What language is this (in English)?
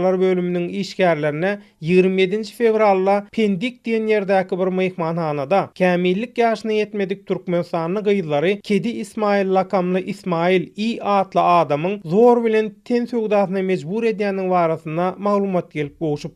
Turkmen